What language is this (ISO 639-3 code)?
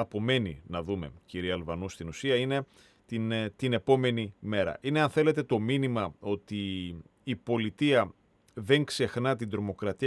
ell